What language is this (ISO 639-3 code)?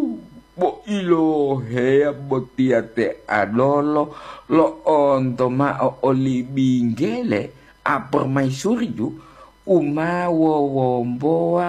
gor